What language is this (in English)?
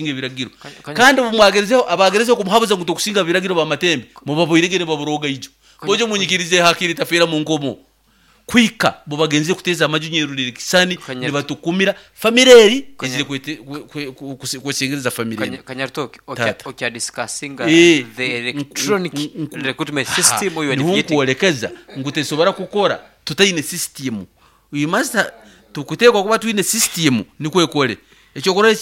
Nyoro